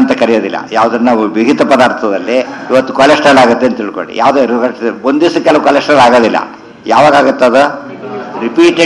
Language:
Kannada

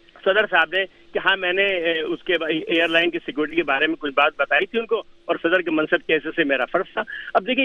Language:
Urdu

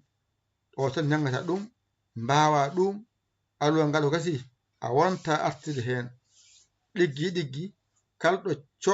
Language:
Fula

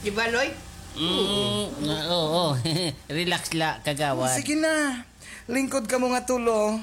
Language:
Waray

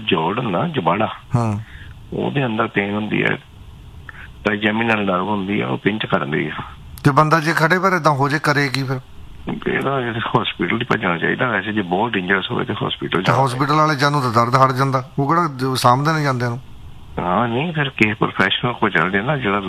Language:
Punjabi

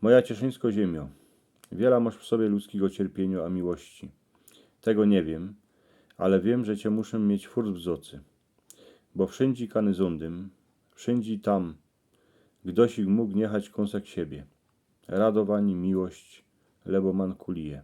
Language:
Silesian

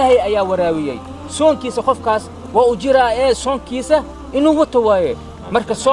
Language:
Somali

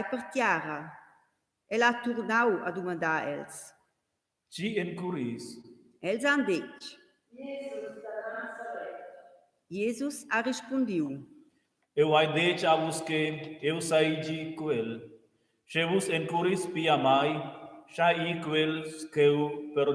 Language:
Romansh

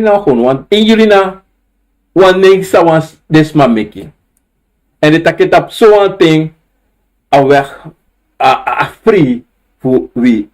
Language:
Sranan Tongo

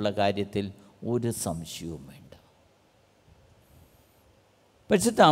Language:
Malayalam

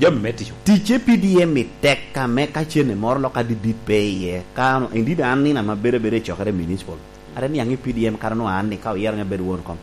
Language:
Lango (Uganda)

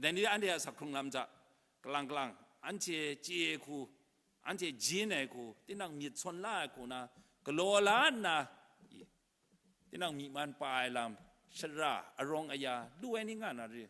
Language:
Kachin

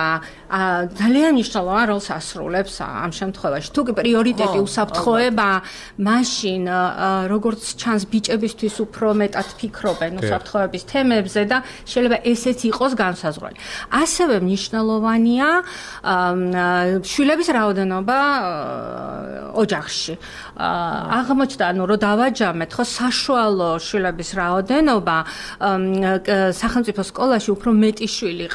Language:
Georgian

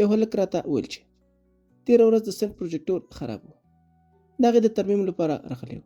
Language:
Pashto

